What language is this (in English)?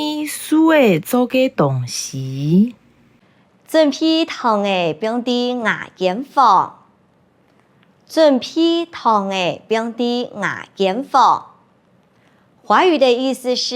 Hakka Chinese